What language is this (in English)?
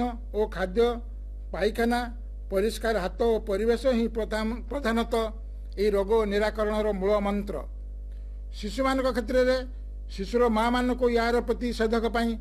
Odia